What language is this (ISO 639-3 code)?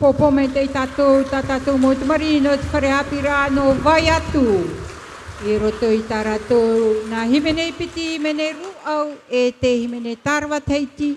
tah